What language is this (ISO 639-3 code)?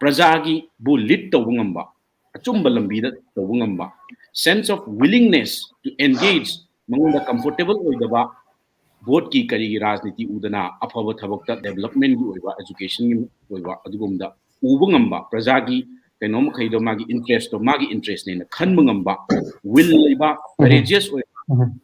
mni